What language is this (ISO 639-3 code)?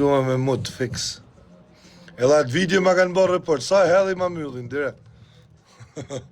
sqi